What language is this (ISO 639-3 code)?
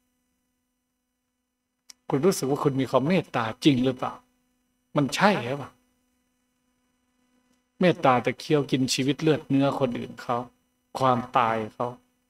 tha